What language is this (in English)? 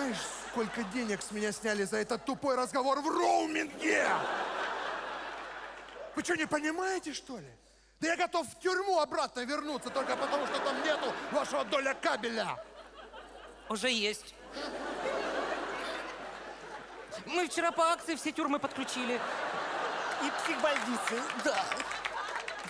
Russian